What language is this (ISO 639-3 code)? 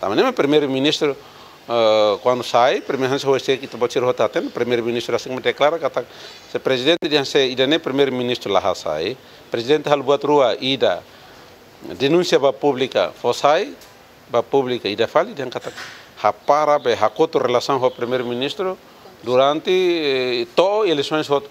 tet